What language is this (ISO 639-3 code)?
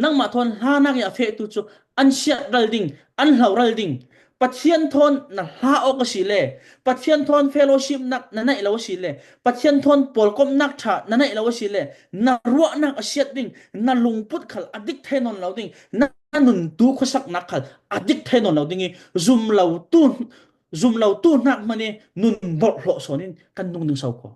cfm